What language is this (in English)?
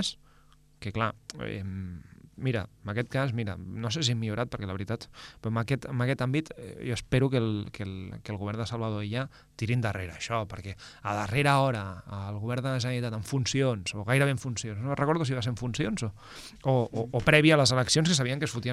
Catalan